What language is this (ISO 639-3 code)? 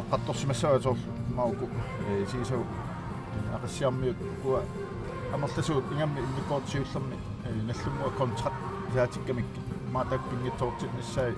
kal